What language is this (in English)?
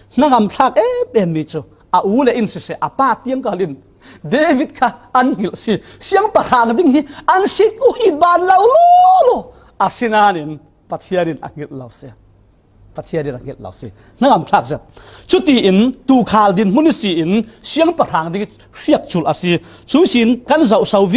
Falam Chin